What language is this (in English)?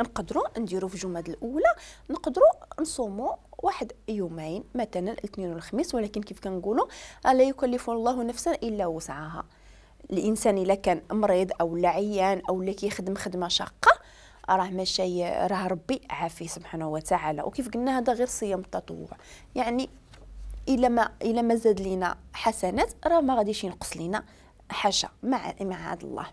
Moroccan Arabic